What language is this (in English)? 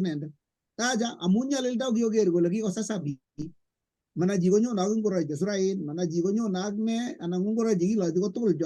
Kalenjin